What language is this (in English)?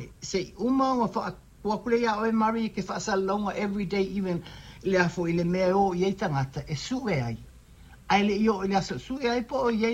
Samoan